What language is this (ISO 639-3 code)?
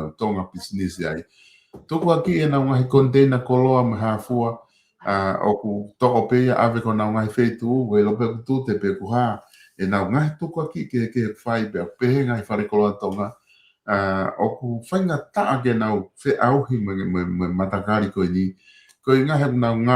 ton